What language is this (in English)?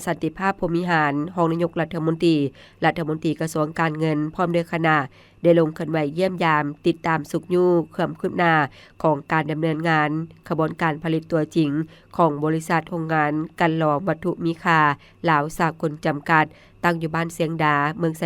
Lao